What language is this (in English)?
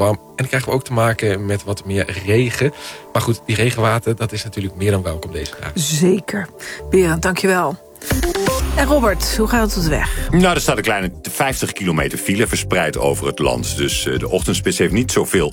Dutch